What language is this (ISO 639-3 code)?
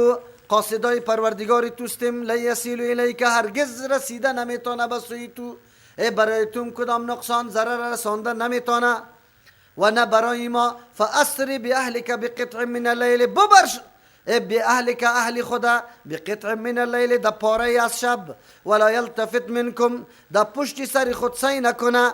fas